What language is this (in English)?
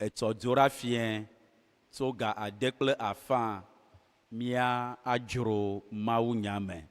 Ewe